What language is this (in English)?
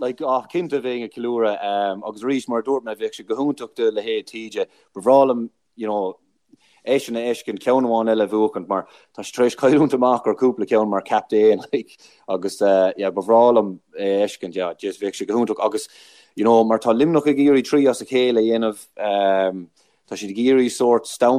Irish